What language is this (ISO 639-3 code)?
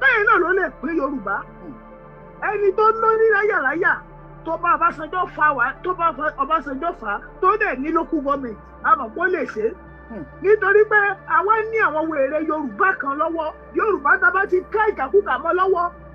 yor